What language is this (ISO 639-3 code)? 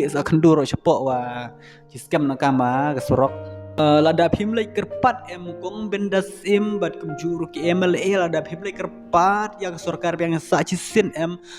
kha